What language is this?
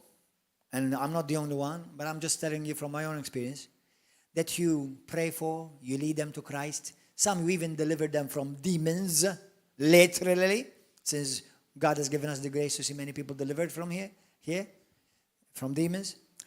English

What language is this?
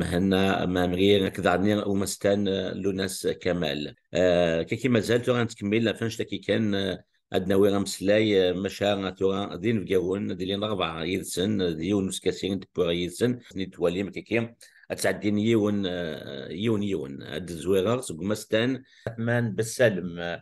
Kabyle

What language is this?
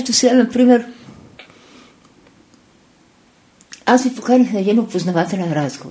Bulgarian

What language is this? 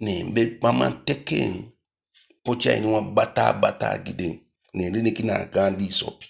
Eastern Maroon Creole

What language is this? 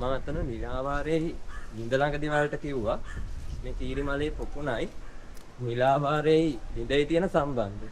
Sinhala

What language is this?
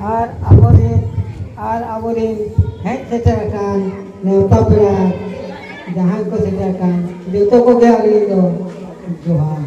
Santali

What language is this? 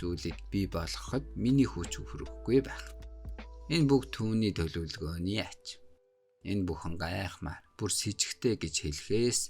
Mongolian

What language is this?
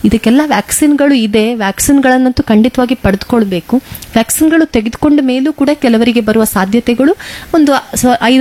Kannada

